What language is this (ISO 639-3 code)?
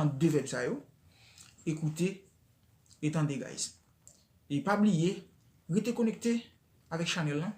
hat